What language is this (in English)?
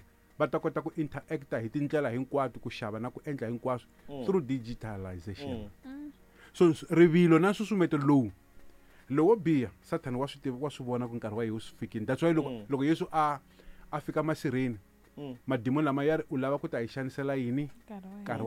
Tsonga